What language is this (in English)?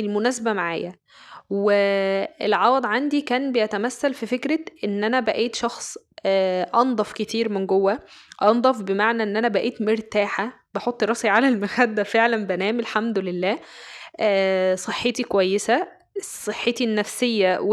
Egyptian Arabic